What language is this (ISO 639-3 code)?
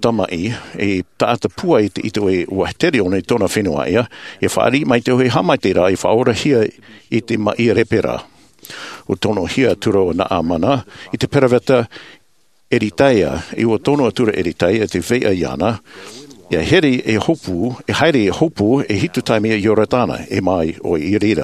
tah